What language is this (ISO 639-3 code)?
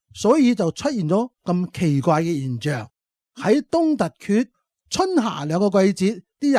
yue